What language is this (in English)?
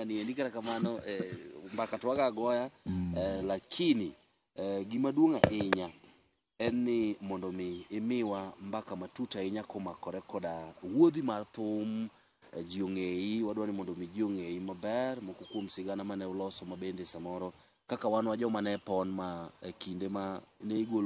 Luo (Kenya and Tanzania)